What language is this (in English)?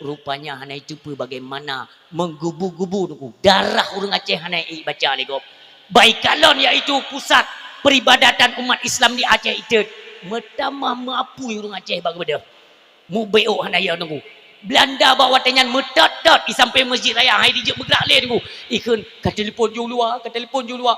Achinese